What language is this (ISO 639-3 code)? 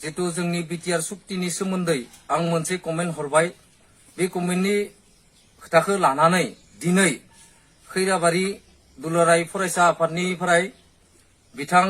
brx